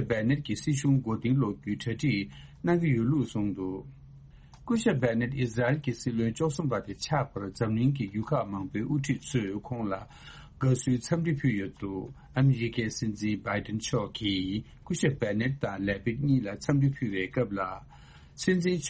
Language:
Tibetan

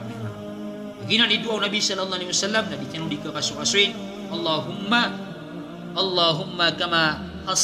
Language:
Maranao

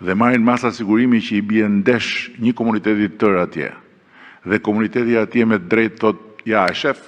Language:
Albanian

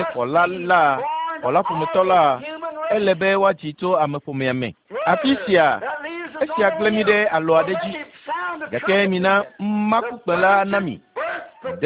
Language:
Ewe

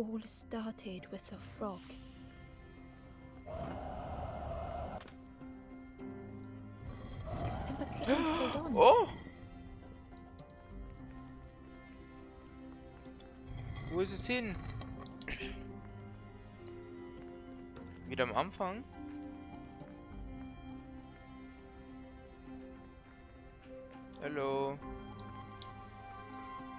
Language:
German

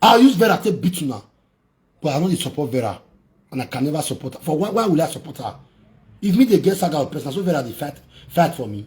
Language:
Nigerian Pidgin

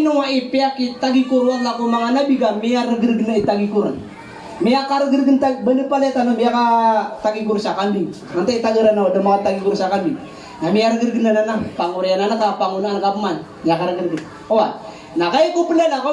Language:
Maranao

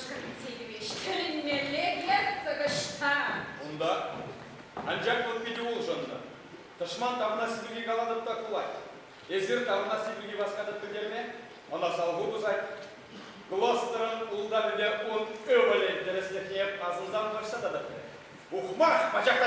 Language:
Chuvash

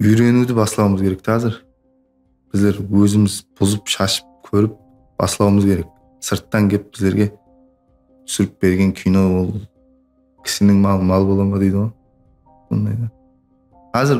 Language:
Kara-Kalpak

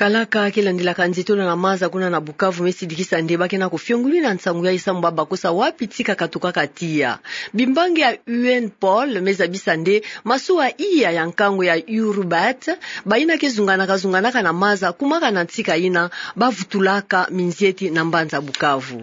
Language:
Kituba (Democratic Republic of Congo)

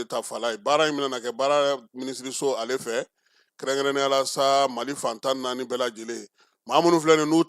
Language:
Bambara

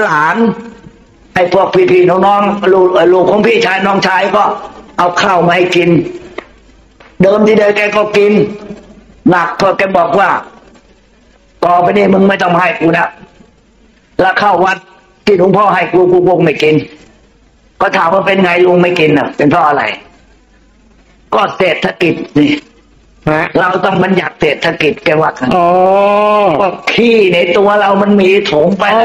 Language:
Thai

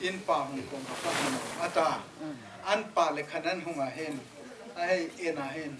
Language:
Hmar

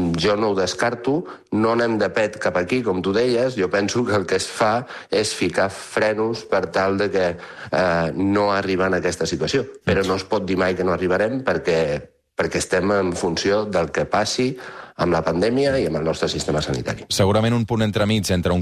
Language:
Catalan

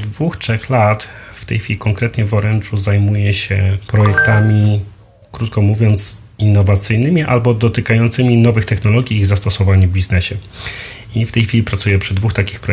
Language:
Polish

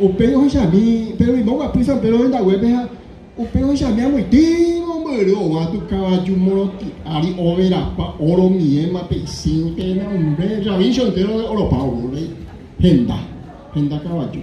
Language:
Guarani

